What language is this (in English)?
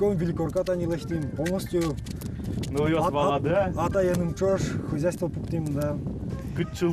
Udmurt